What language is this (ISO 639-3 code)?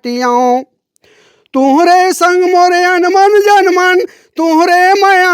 hne